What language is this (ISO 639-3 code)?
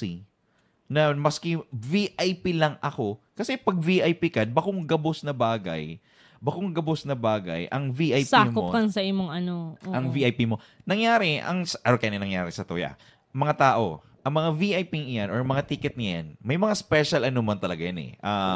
bik